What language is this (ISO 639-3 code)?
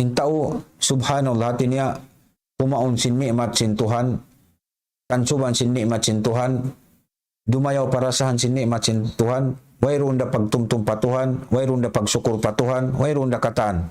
tsg